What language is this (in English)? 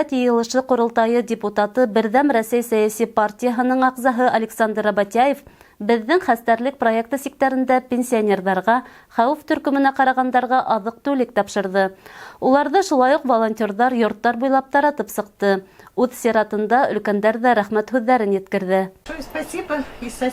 Bashkir